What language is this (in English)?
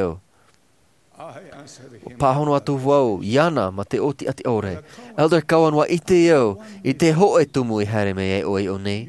Tahitian